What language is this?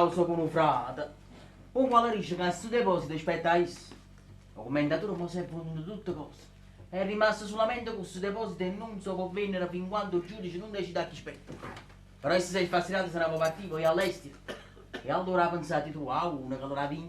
Neapolitan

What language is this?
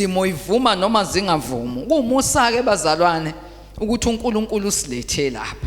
Zulu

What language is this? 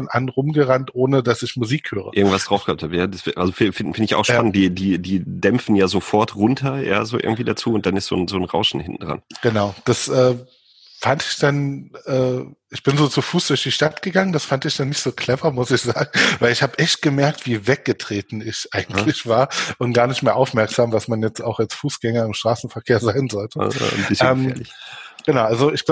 German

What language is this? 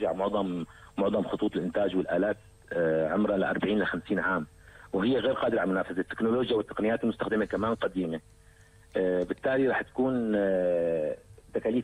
North Levantine Arabic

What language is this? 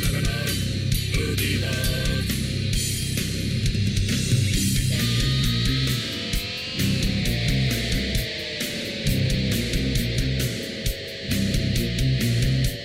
Estonian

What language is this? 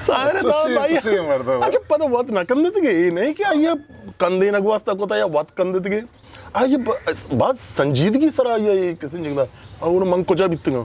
Eastern Balochi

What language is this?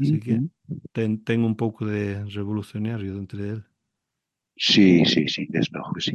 Galician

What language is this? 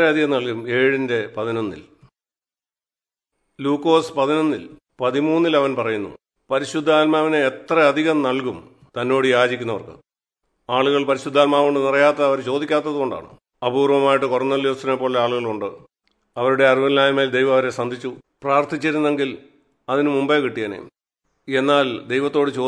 Malayalam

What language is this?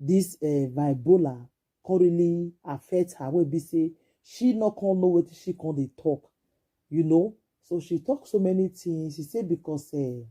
Nigerian Pidgin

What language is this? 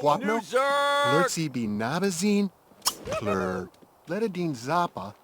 Bavarian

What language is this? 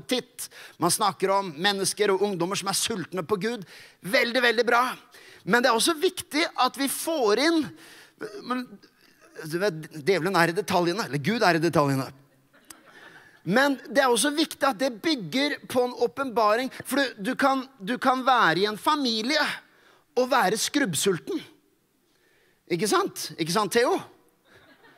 Norwegian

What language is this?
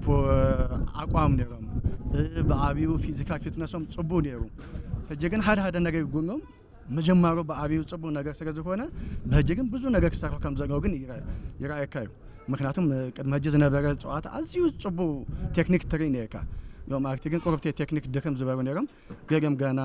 Tigrinya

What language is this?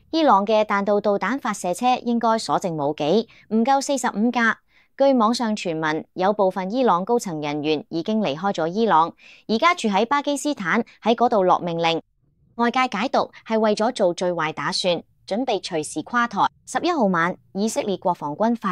Cantonese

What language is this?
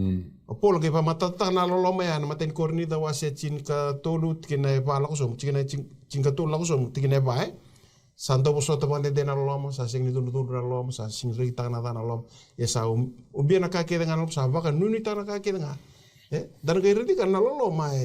Fijian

